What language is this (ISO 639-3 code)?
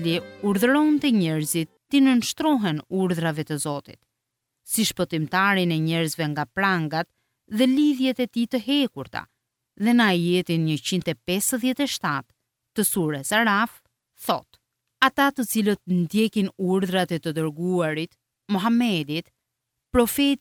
sqi